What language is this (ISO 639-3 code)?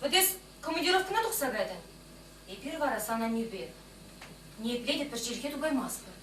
chv